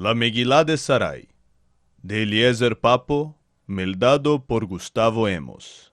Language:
Ladino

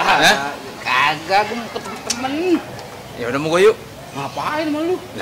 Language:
Betawi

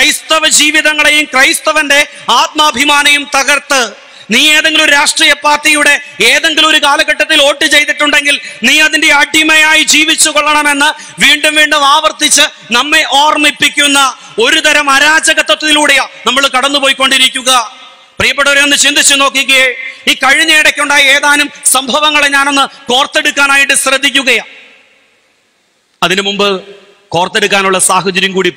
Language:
Malayalam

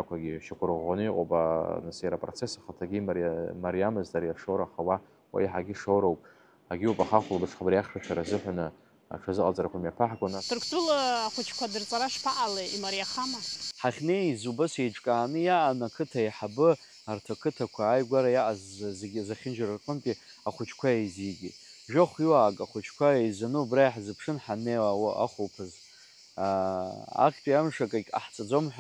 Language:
Abkhazian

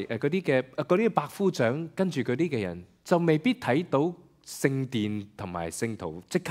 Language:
Cantonese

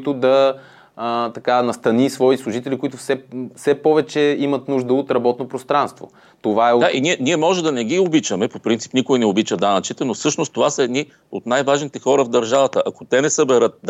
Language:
Bulgarian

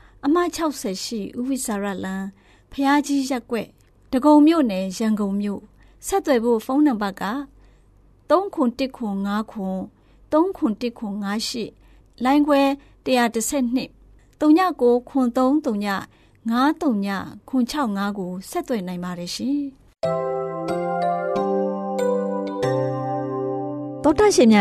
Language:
Burmese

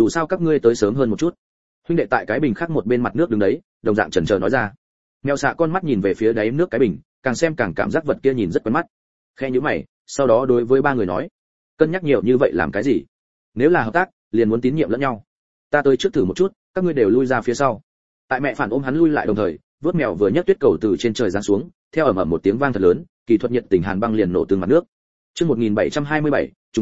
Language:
Vietnamese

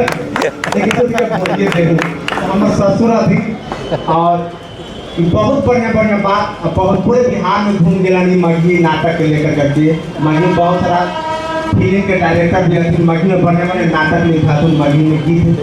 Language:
Magahi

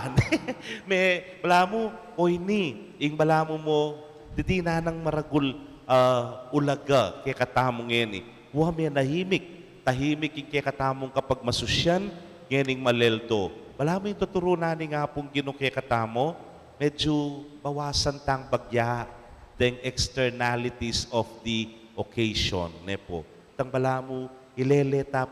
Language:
Pampanga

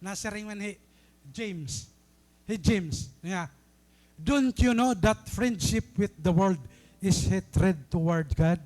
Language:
Waray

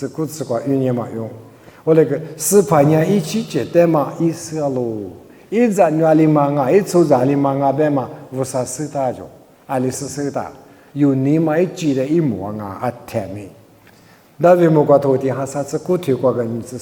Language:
Lisu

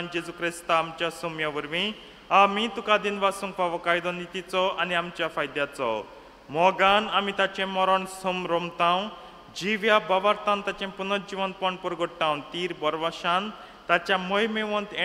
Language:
Konkani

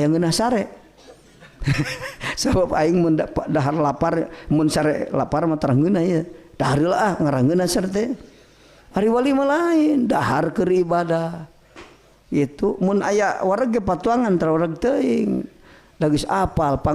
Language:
Sundanese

